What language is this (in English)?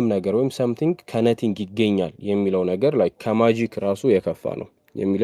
Amharic